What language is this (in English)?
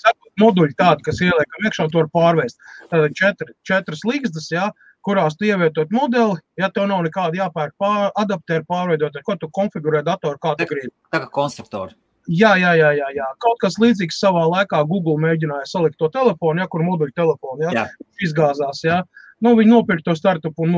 Latvian